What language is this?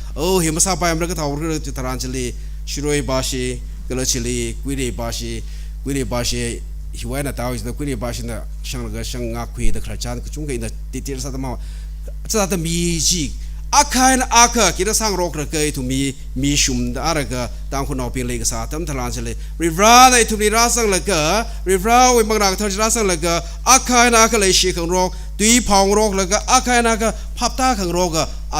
Tangkhul Naga (India)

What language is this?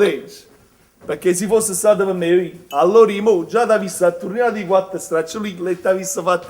Neapolitan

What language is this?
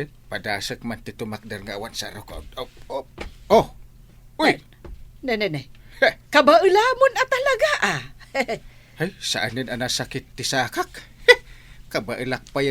Iloko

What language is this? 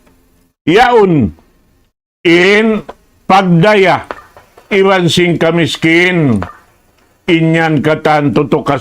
Tausug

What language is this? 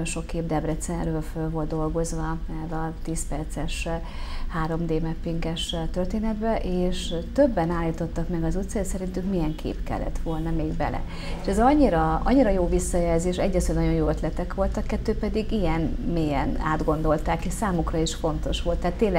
Hungarian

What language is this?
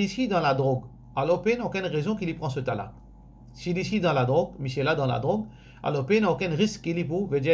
Morisyen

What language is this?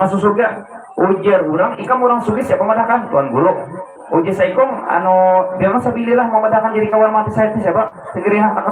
Banjar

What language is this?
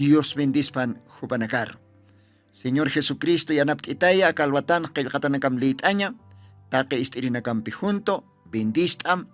Aymara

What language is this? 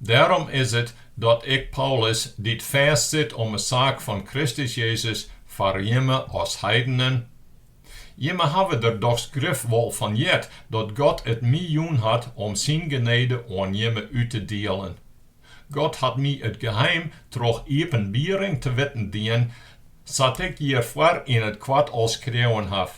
Western Frisian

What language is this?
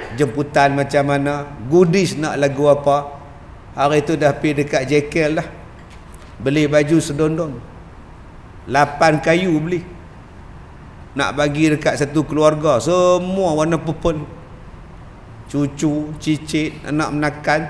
Malay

